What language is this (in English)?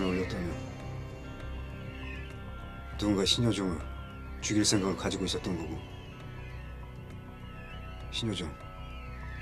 Korean